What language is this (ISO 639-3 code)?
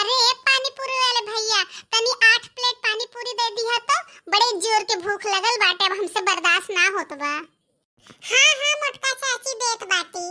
bho